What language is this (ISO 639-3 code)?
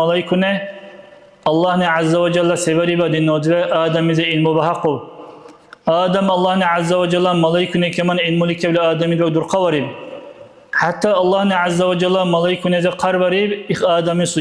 dar